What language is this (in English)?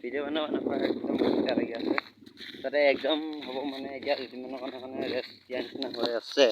Assamese